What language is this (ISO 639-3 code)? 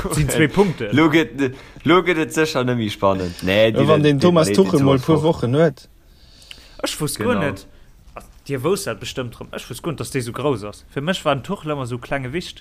ltz